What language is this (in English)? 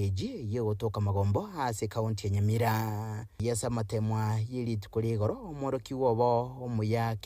Gusii